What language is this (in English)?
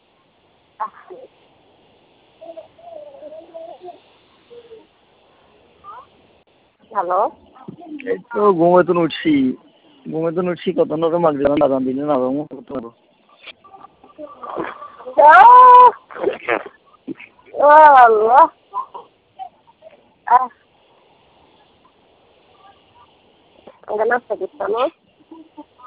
Bangla